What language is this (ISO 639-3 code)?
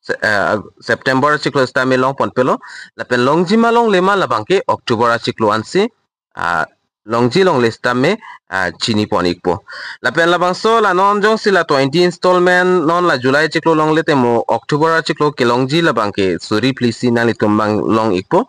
mjw